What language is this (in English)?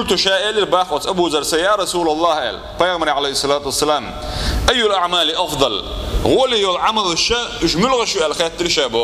Chechen